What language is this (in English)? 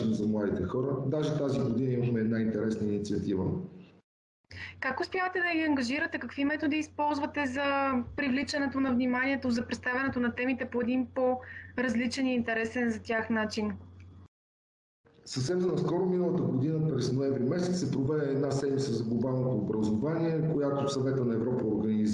Bulgarian